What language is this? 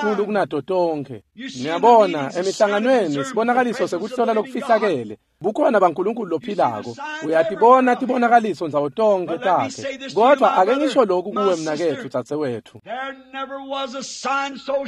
Swati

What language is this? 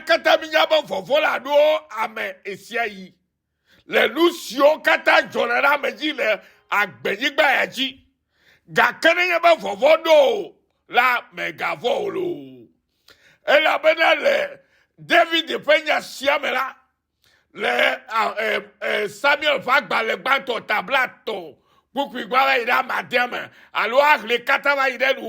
Ewe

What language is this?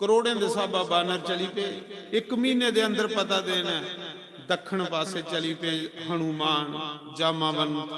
Dogri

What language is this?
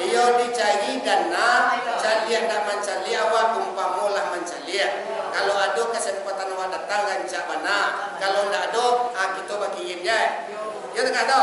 Minangkabau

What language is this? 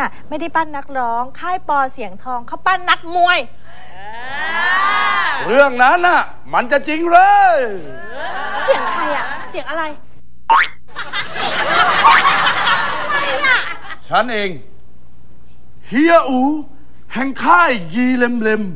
Thai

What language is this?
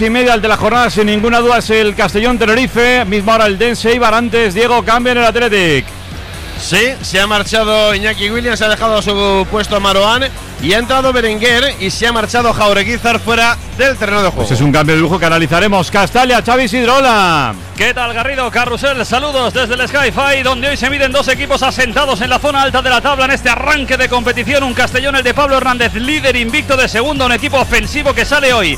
Spanish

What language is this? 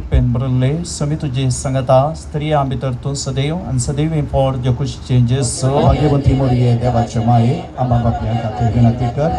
Konkani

